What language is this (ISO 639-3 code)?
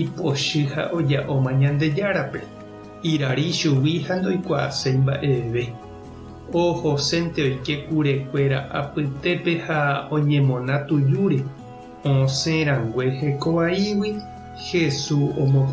grn